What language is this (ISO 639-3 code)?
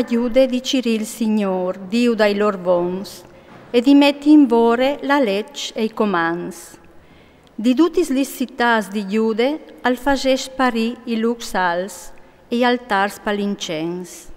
fur